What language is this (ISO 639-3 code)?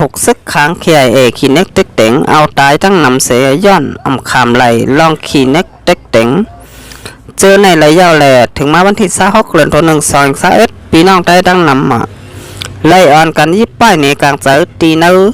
shn